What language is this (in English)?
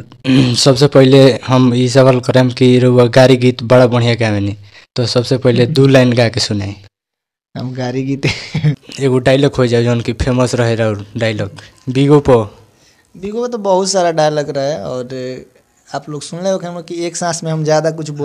Bhojpuri